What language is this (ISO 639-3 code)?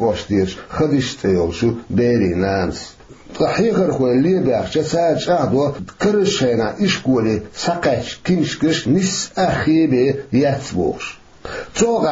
che